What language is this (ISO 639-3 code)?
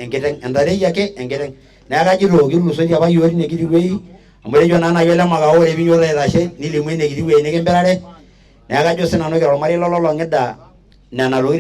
mas